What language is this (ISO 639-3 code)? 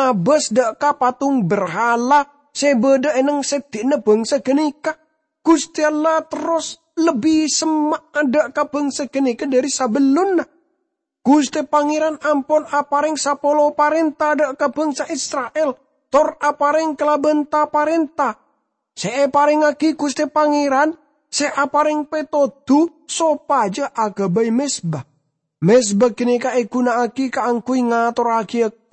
mad